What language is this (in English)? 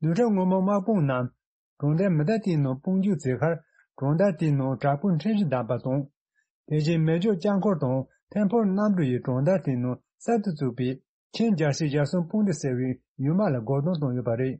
Tibetan